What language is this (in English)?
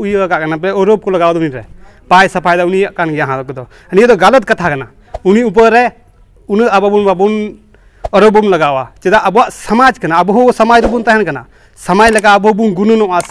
Santali